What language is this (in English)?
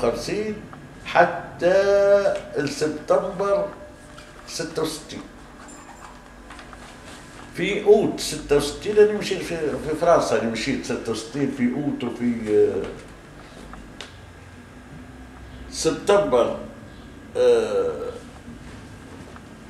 Tunisian Arabic